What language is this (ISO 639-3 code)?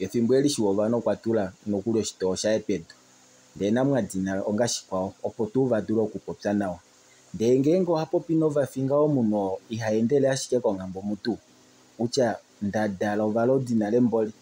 kua